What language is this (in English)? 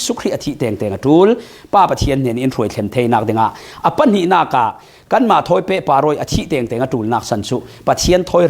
Falam Chin